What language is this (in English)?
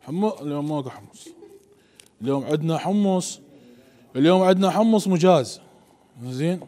Mesopotamian Arabic